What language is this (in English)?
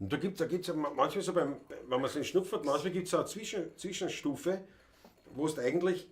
Bavarian